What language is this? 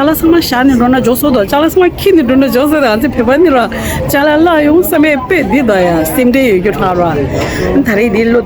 Tibetan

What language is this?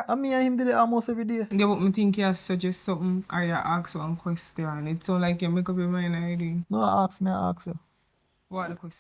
Jamaican Creole English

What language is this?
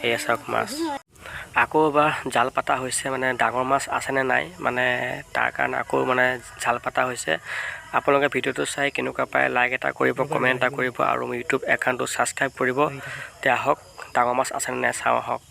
Assamese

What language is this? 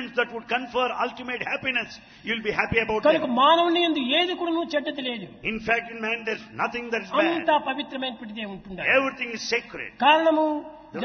Telugu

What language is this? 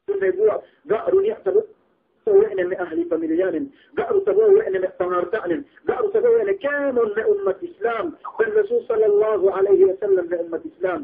Yakan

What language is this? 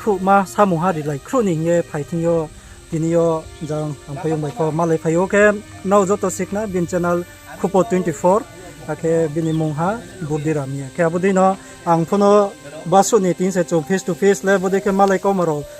Riang (India)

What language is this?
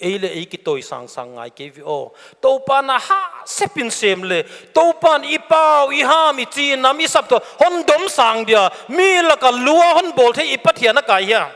Paite Chin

